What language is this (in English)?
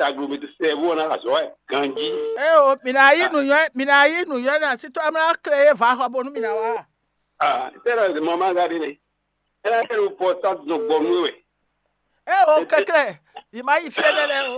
Fon